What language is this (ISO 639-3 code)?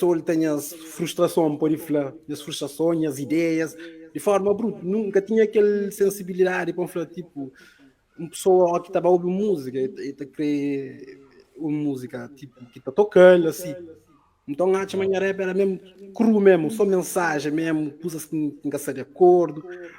kea